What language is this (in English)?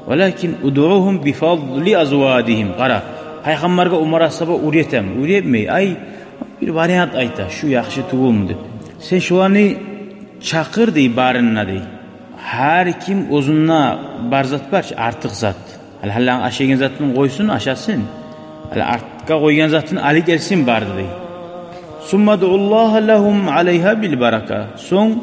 Kumyk